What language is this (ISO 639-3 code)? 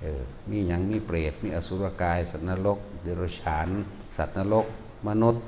tts